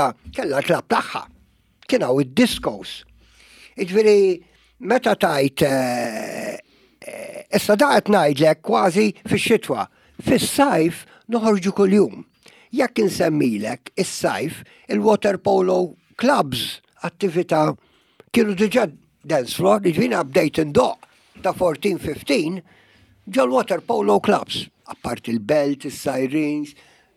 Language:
Maltese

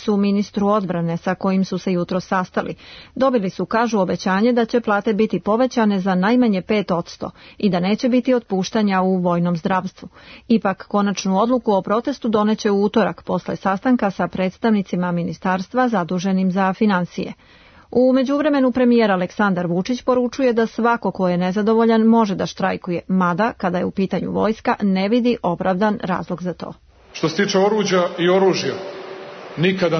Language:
Serbian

